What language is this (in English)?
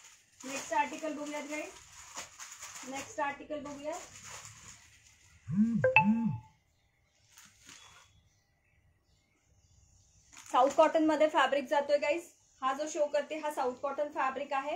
Marathi